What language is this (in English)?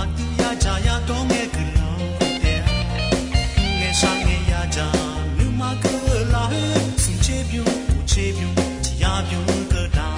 Akha